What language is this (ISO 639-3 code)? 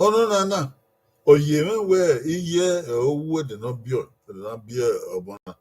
bin